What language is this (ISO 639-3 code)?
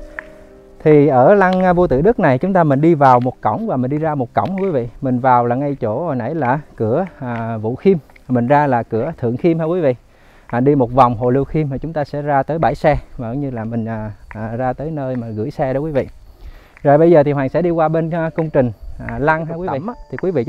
vie